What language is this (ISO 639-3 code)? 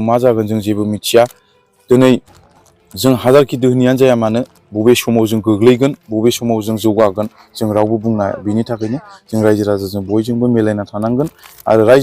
brx